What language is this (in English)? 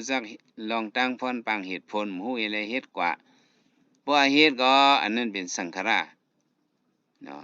Shan